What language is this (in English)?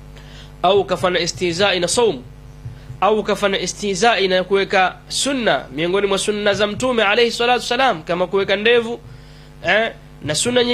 Swahili